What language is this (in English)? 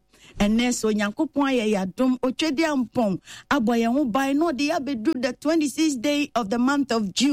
Akan